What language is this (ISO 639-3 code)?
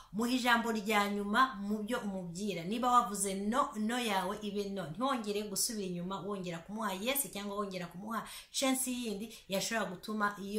kin